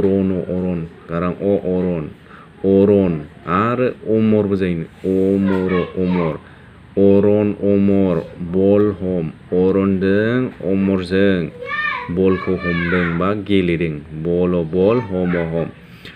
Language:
Bodo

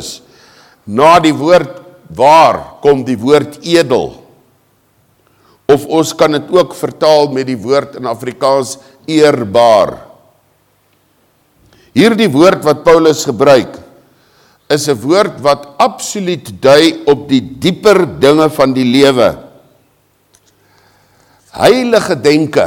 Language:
Afrikaans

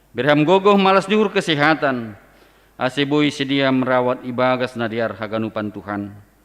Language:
Batak Simalungun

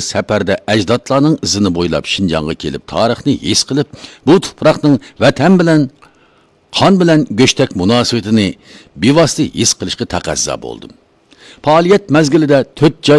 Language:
Uyghur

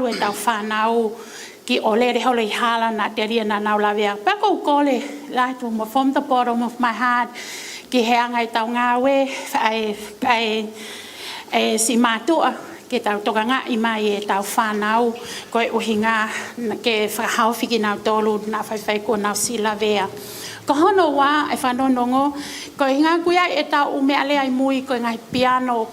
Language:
Tongan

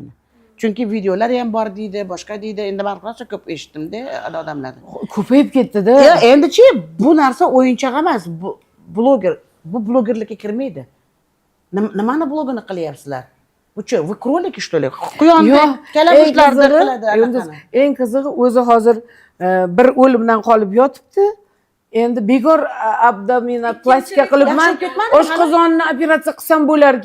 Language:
Uzbek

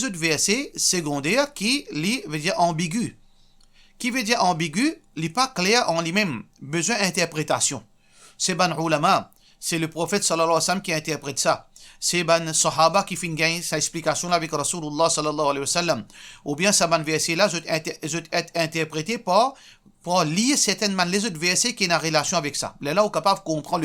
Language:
Morisyen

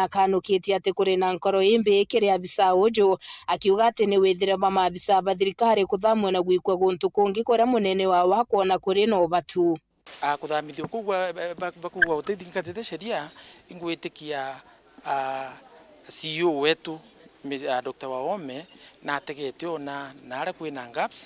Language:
Meru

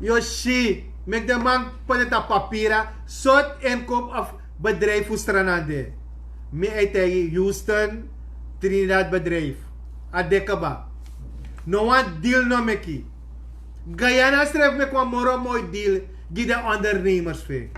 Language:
Sranan Tongo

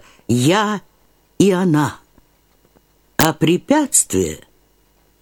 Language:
Russian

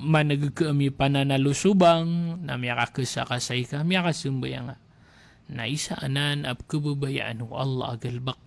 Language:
Maranao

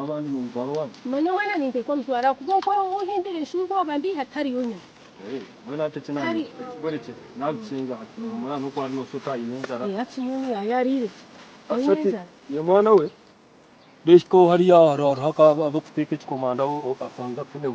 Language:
Nyankole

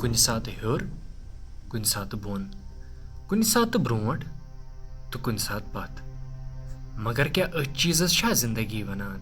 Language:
Kashmiri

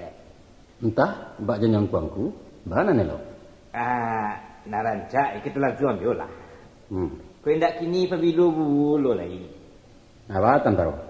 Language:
Minangkabau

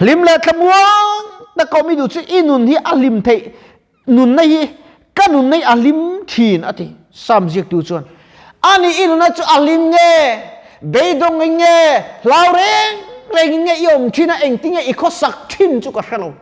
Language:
Mizo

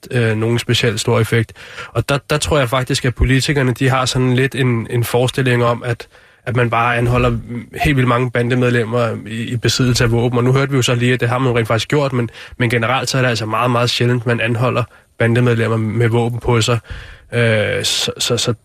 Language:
Danish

